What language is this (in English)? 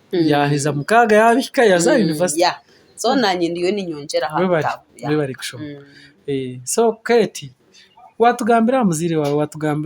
Nyankole